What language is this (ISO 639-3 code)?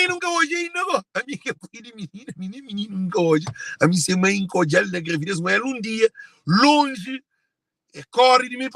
kea